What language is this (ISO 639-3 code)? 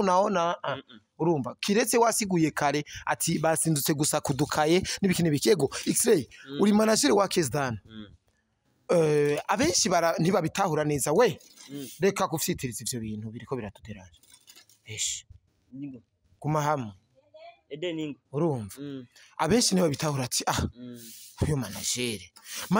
run